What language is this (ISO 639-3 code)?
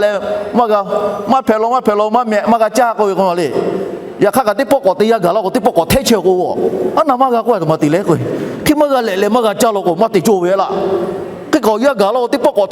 lhu